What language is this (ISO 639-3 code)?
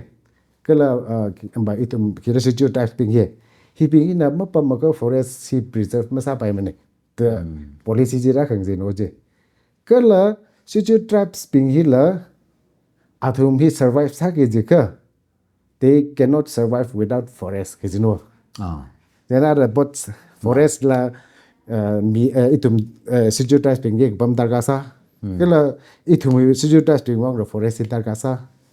nmf